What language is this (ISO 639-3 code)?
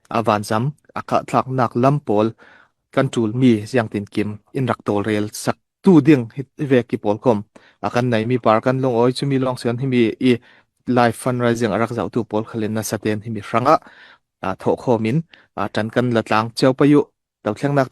cfm